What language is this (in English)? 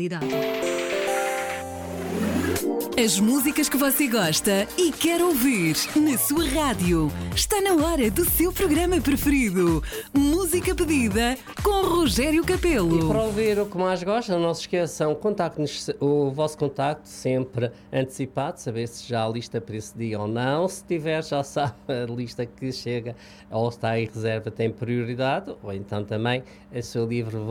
Portuguese